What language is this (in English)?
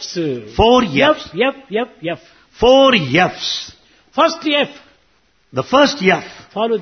Telugu